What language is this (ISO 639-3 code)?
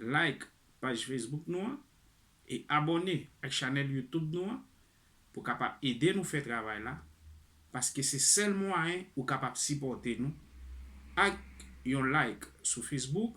hat